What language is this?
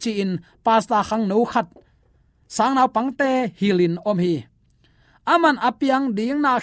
Tedim Chin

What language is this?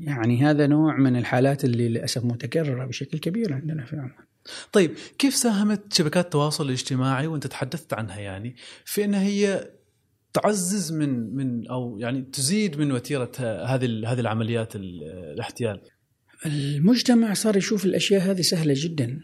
Gulf Arabic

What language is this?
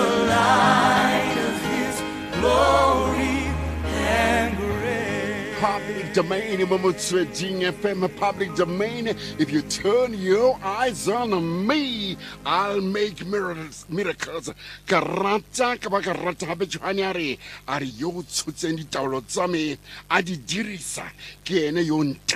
Tswana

